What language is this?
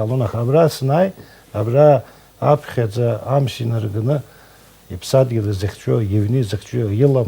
Abkhazian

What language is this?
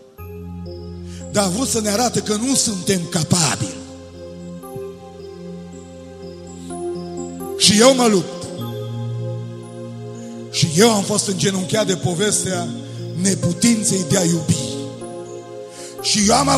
Romanian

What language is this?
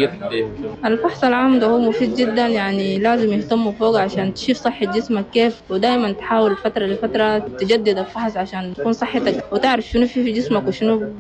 Chadian Arabic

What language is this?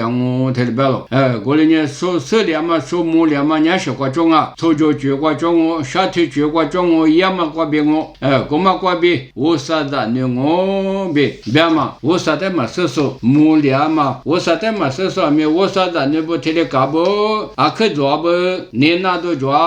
Lisu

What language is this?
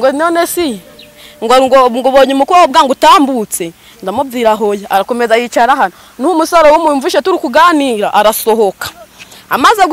Kinyarwanda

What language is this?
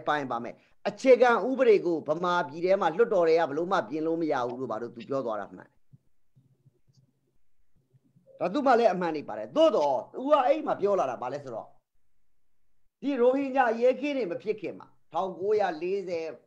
Burmese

